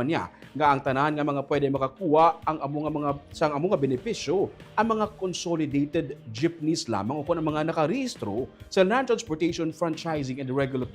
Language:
Hiligaynon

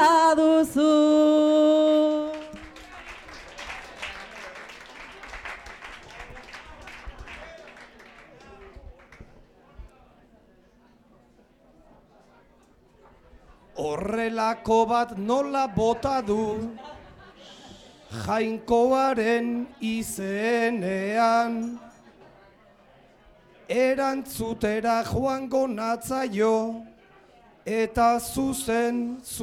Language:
Basque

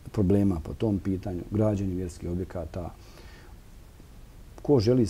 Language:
Bosnian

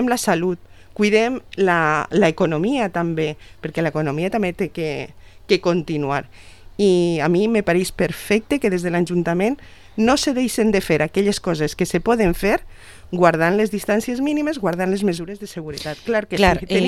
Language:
Catalan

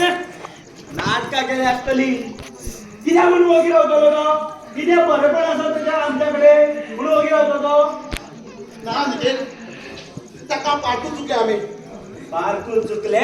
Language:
Konkani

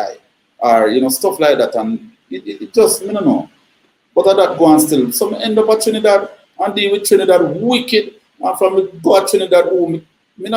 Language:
Jamaican Creole English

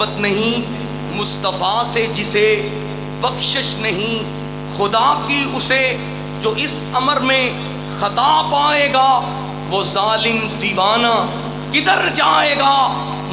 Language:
Western Panjabi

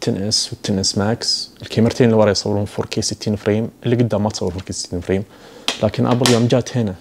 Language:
Najdi Arabic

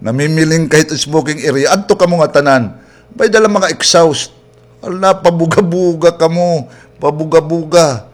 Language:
Waray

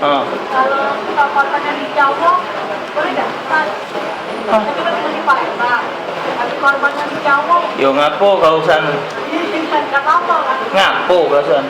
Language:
Musi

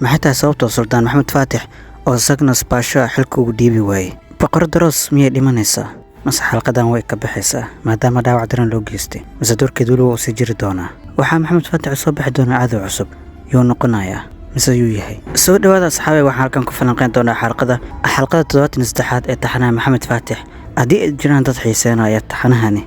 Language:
Somali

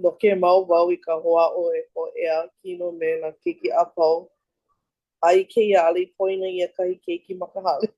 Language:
Hawaiian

